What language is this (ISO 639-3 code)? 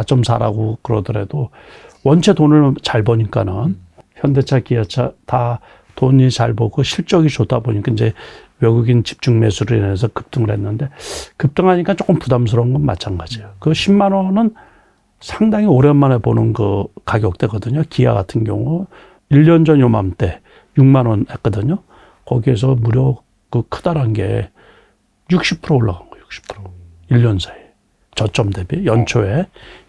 kor